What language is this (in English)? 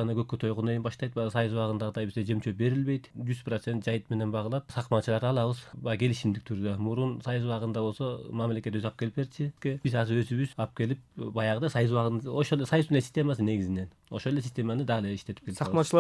Kyrgyz